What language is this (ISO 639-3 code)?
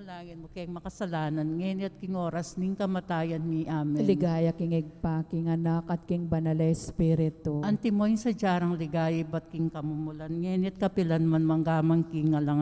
pam